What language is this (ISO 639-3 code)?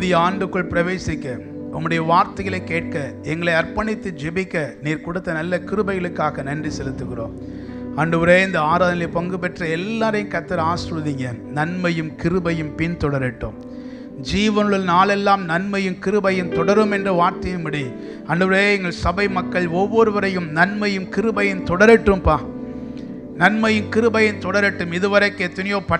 tam